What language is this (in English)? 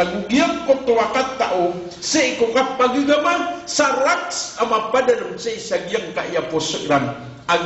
Maranao